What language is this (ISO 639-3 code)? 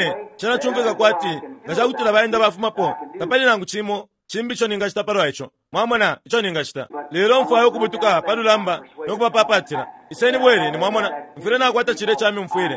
bem